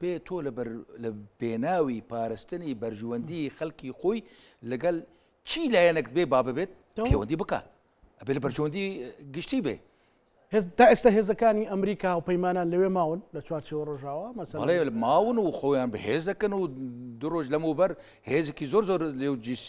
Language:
Central Kurdish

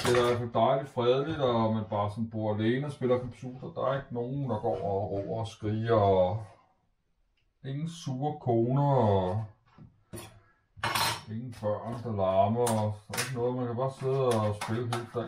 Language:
Danish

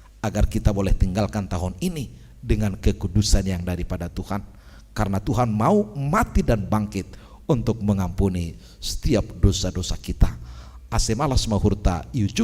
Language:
Batak Simalungun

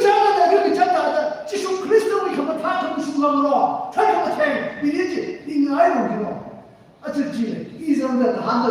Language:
Tangkhul Naga (India)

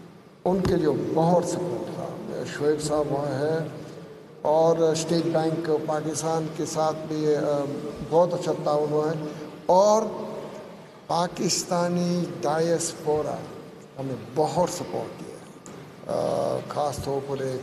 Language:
Urdu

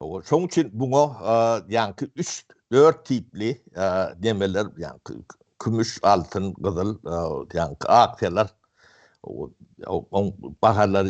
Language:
Turkmen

